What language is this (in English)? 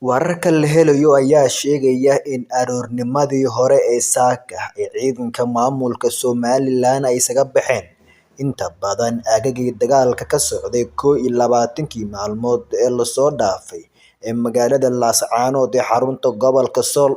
Somali